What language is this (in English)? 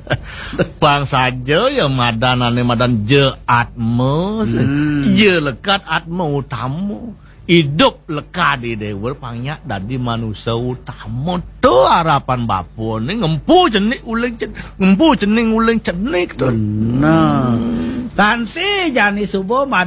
Balinese